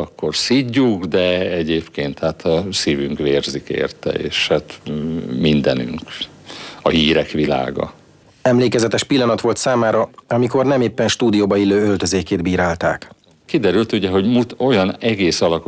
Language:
Hungarian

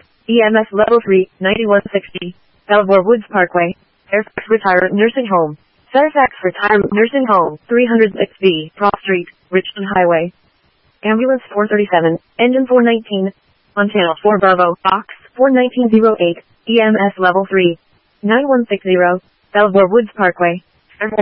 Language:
English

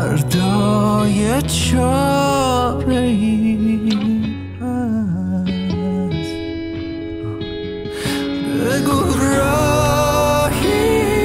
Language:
Persian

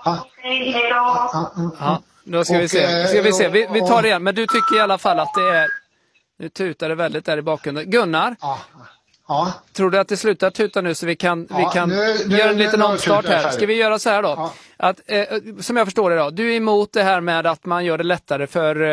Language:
Swedish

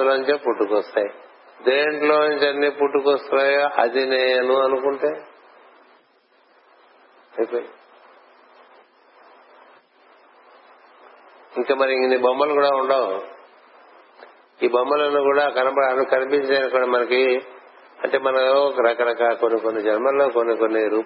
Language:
Telugu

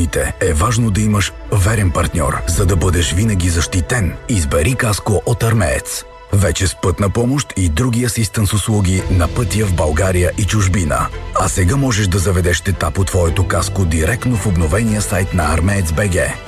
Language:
Bulgarian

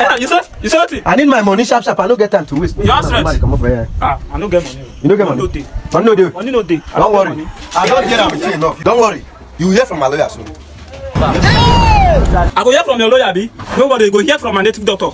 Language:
Nigerian Pidgin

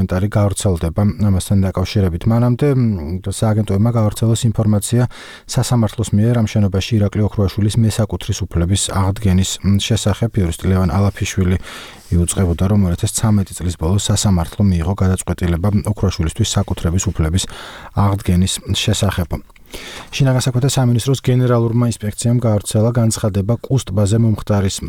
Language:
Georgian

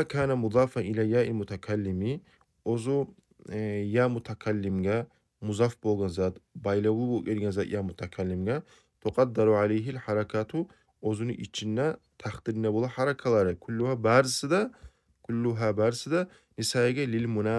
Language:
Kumyk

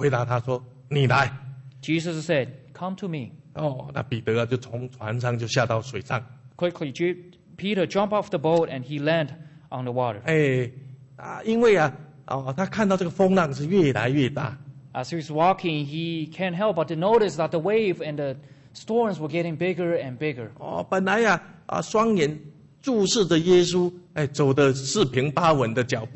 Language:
Chinese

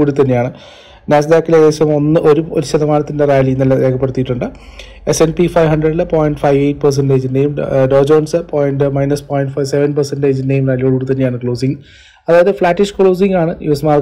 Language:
Malayalam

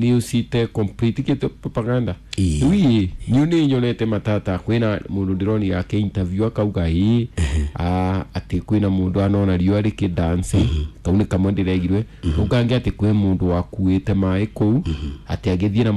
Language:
Kikuyu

